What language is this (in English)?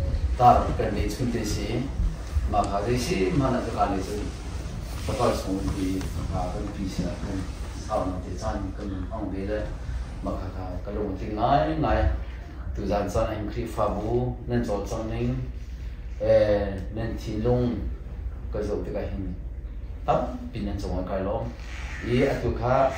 Hakha Chin